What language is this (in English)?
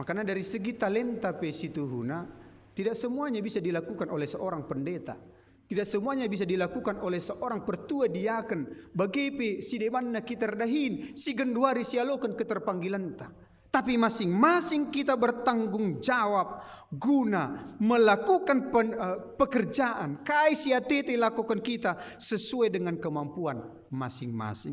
Batak Karo